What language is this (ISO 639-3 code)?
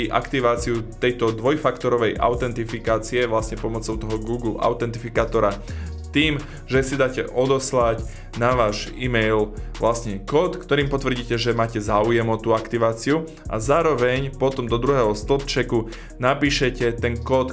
slk